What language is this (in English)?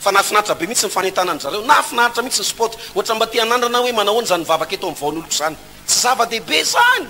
Malagasy